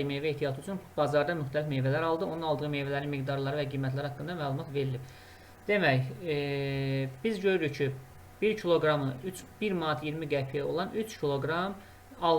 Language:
Azerbaijani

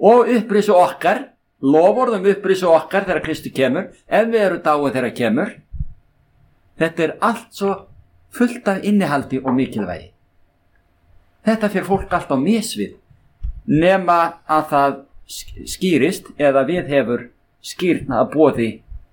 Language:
Icelandic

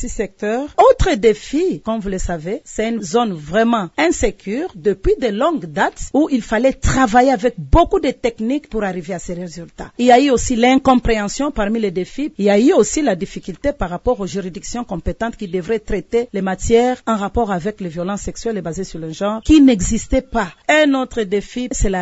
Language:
French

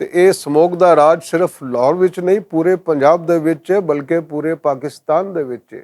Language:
Western Panjabi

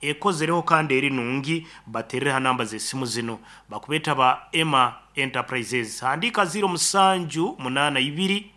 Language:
Nyankole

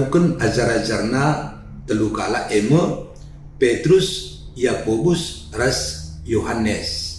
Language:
Batak Karo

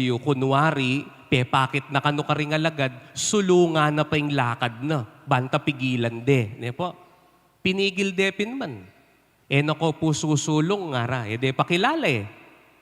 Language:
Pampanga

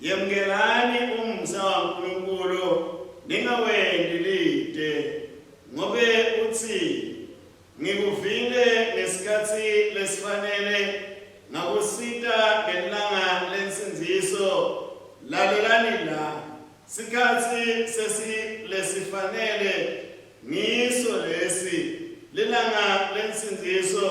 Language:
Swati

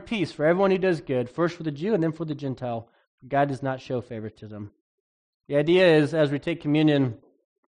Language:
English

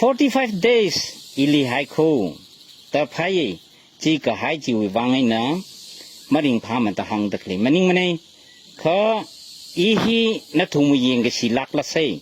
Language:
Tangkhul Naga (India)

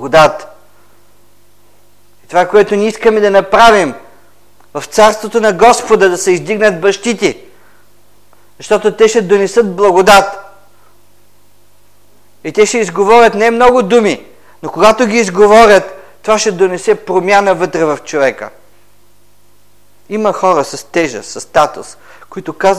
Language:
Bulgarian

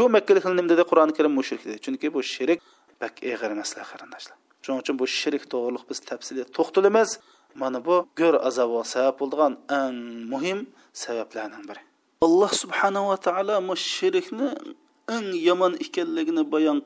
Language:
Uyghur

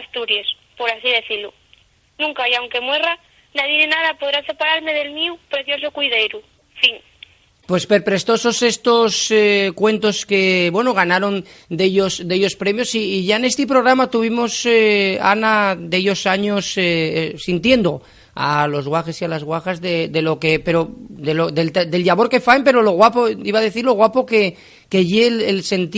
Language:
Asturian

